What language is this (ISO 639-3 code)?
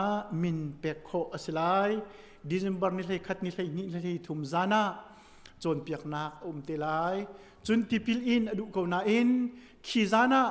cnh